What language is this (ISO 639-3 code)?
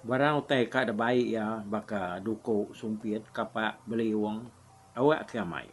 iba